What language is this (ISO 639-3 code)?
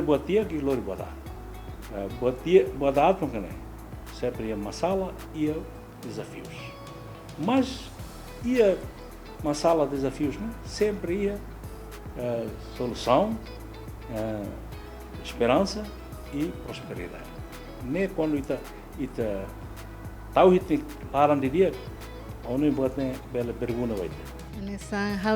tet